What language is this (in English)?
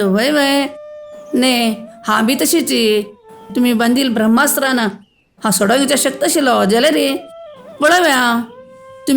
Konkani